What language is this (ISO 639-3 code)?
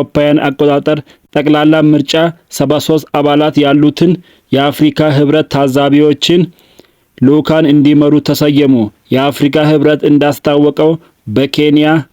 amh